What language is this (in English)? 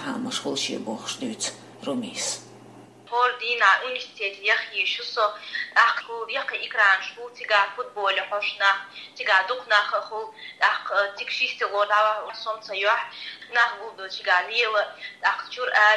Chechen